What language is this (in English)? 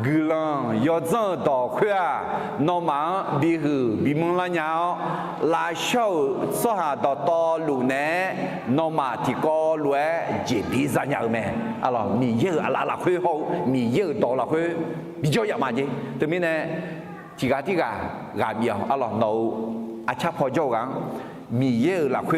Akha